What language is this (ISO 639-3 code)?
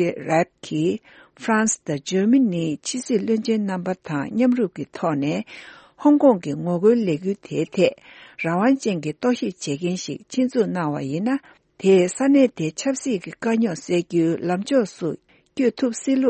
bod